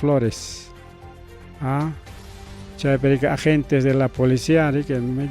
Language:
Ayacucho Quechua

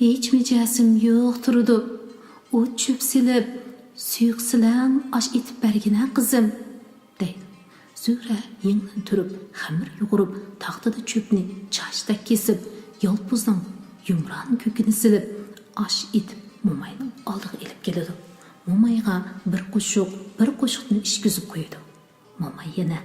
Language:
Uyghur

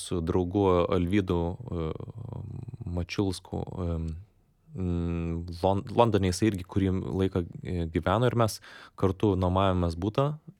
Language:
Lithuanian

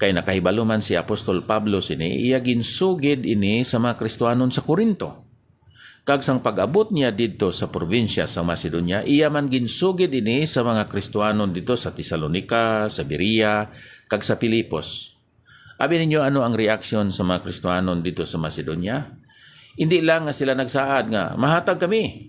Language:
Hiligaynon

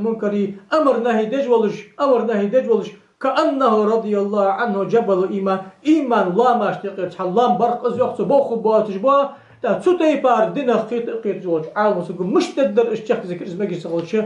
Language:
Ingush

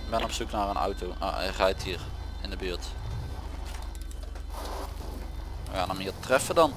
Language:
Dutch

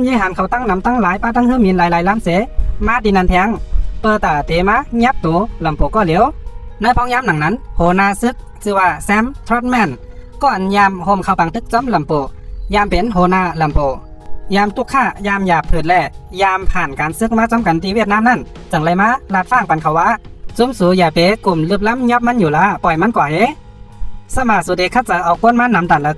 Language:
Shan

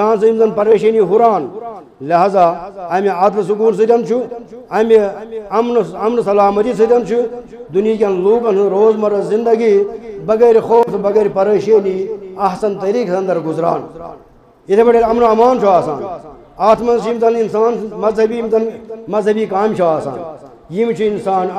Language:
Kashmiri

